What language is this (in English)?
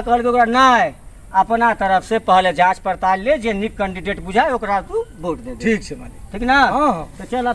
Maithili